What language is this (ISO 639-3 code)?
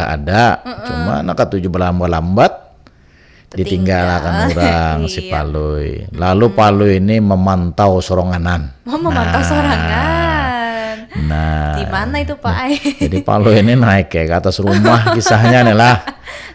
bjn